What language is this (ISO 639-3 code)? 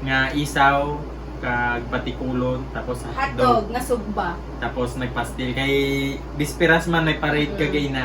hil